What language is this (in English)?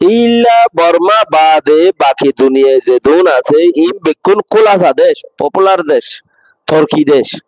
Rohingya